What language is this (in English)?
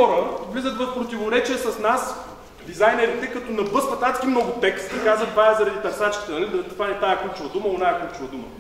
Bulgarian